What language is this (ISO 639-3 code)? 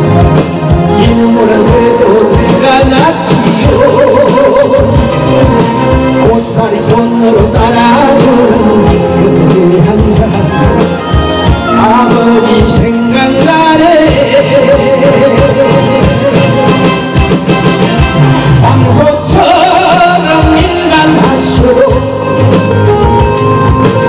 kor